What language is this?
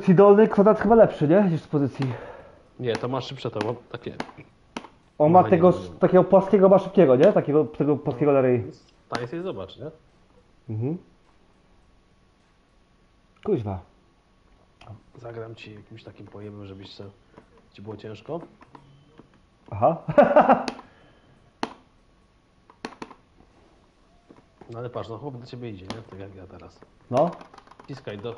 Polish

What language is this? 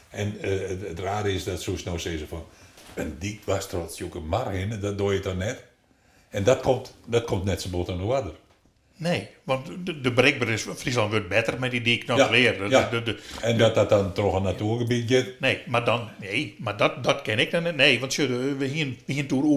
Western Frisian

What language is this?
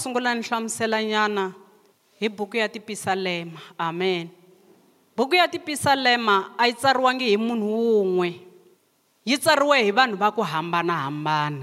Tsonga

